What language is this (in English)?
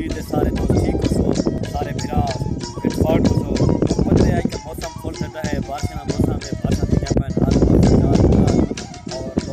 Saraiki